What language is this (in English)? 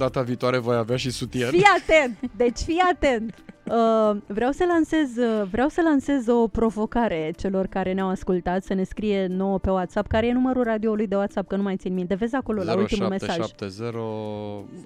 Romanian